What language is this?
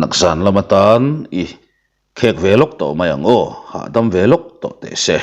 Mizo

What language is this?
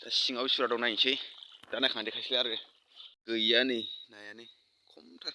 Bodo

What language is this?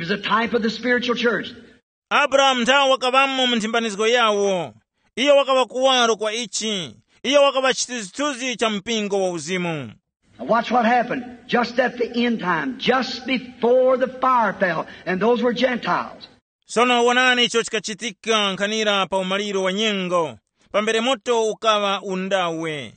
Tumbuka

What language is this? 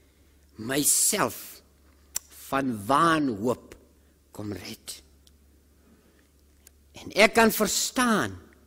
Afrikaans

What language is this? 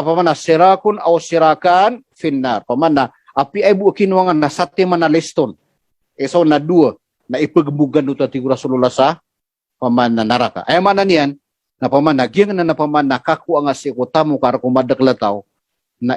Maranao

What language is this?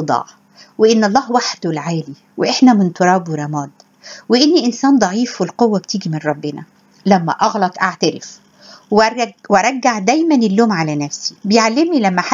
Egyptian Arabic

